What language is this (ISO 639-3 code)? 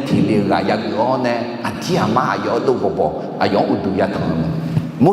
ahk